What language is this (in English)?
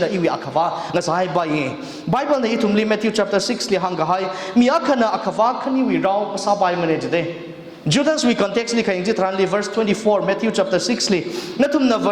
Tangkhul Naga (India)